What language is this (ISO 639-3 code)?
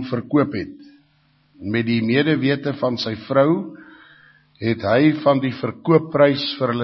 afr